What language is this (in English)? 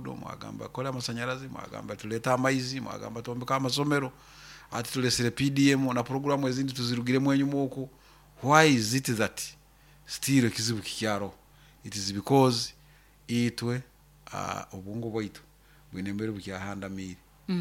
Nyoro